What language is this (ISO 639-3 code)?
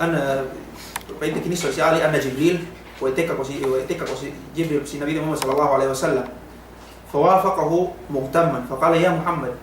yka